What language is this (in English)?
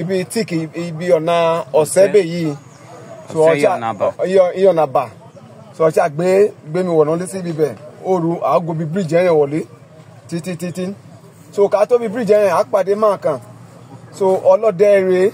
Yoruba